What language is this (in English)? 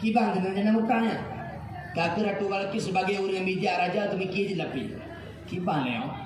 Achinese